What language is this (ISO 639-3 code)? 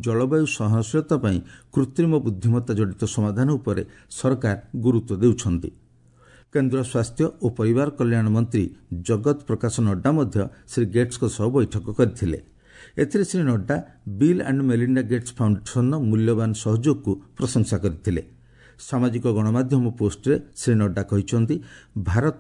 ori